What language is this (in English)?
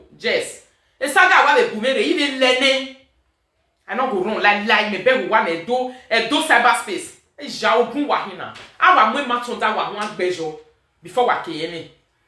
Nigerian Pidgin